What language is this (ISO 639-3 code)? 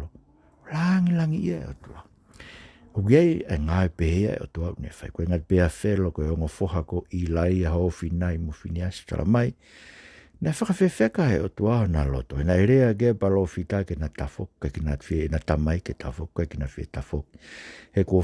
ton